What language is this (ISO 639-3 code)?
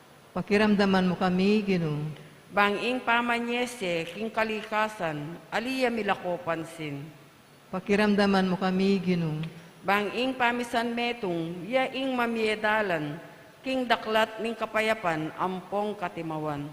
pam